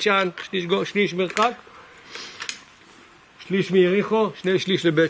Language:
Hebrew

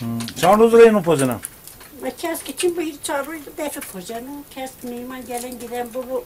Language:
Zaza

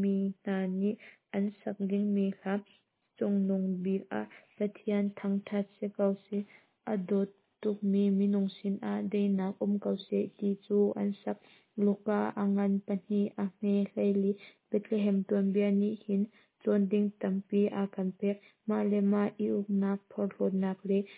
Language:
Hakha Chin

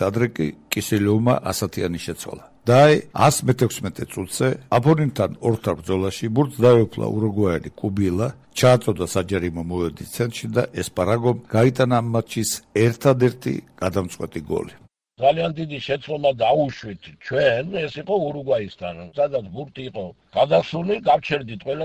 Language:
Georgian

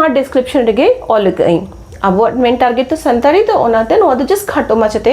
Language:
Santali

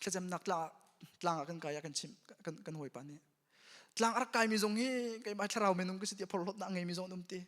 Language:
Hakha Chin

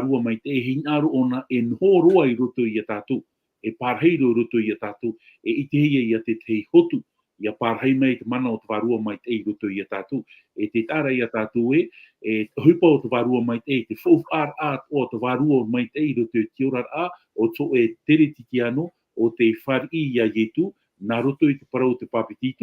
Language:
Tahitian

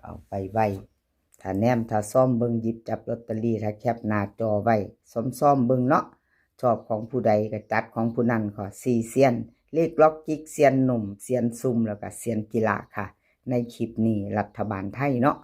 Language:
Northeastern Thai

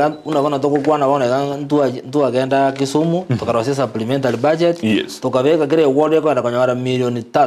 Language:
Gusii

